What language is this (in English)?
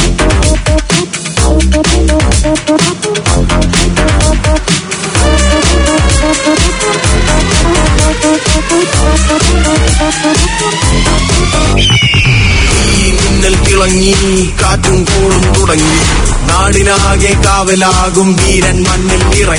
Malayalam